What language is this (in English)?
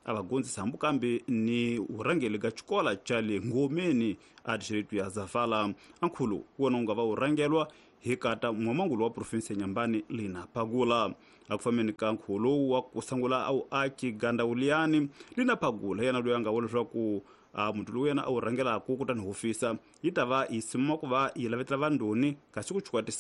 Tsonga